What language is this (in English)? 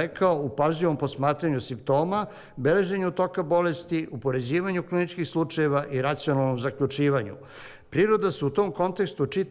Serbian